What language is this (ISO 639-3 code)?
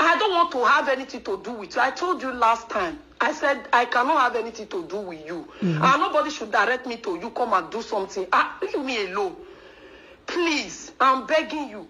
pcm